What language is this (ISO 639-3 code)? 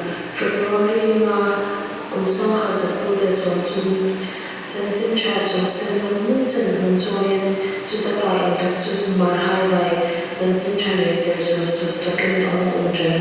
hmr